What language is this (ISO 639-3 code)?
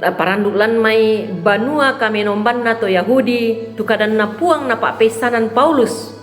sda